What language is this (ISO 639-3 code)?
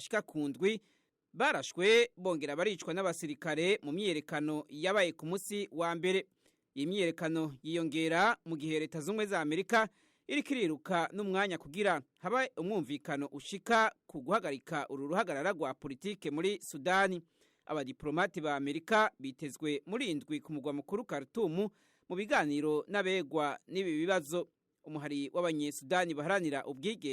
run